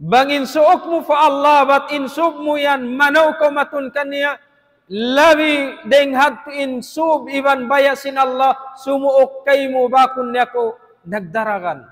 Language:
Tausug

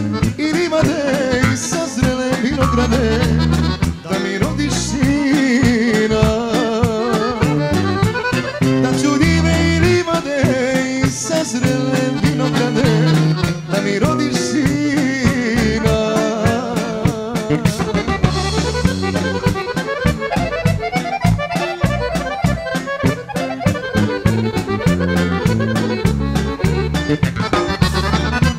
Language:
Serbian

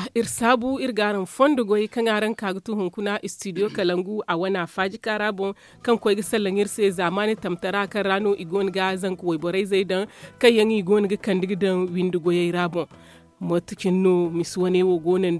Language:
Zarma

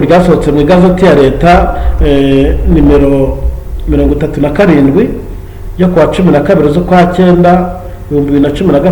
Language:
Kinyarwanda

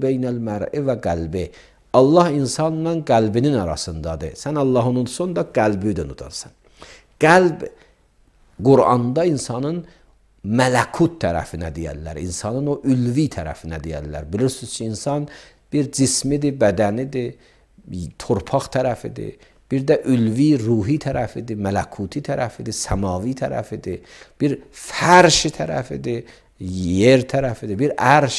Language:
Azerbaijani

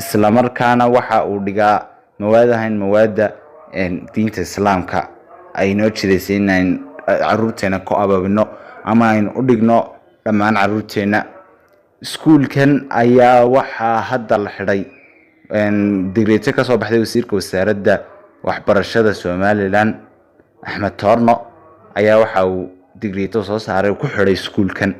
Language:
Somali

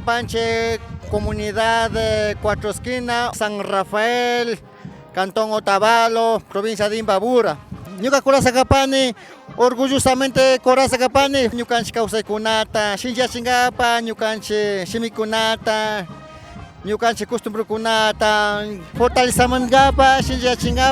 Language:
Imbabura Highland Quichua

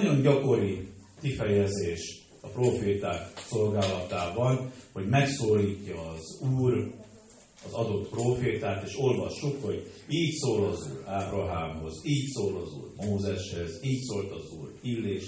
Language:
Hungarian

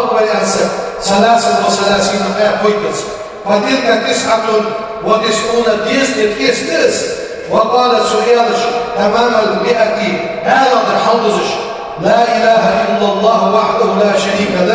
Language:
Ingush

